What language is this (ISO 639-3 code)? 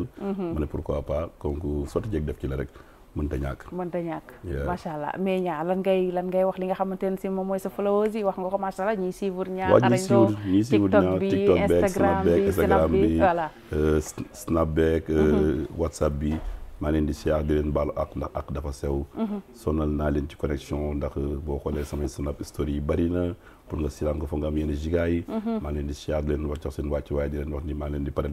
wol